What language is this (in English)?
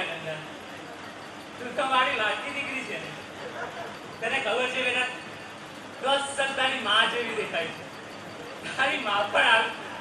Gujarati